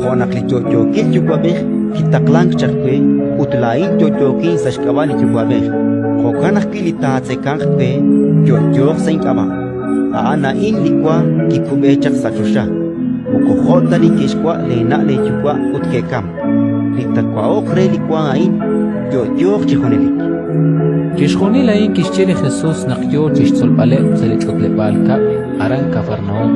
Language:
Kekchí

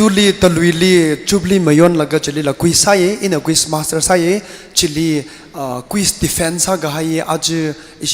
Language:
Tangkhul Naga (India)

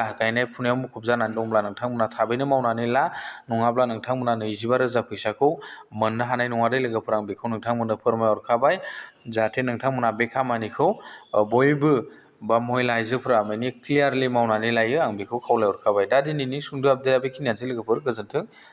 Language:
Bodo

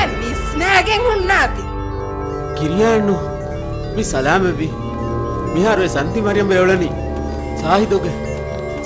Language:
Divehi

